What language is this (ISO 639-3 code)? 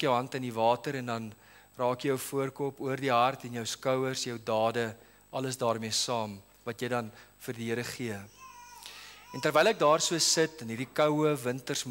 afr